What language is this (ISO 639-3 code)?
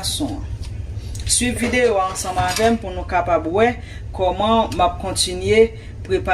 hat